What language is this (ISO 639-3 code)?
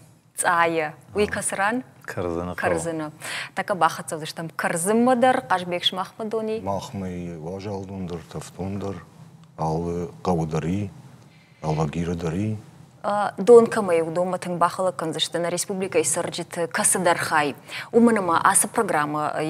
oss